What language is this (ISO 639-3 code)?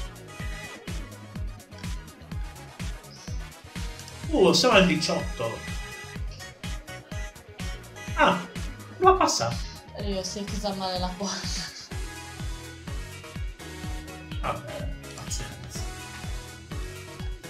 ita